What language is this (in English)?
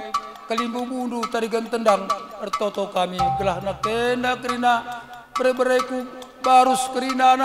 Batak Karo